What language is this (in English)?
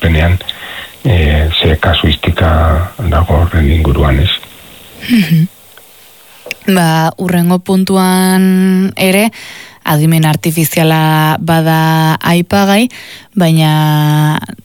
Basque